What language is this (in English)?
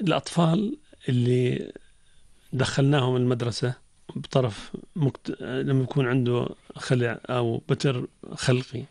North Levantine Arabic